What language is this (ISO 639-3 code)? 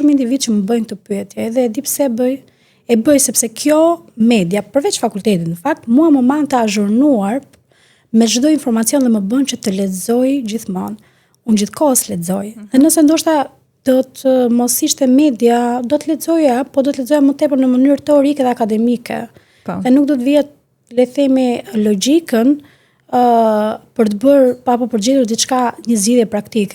sqi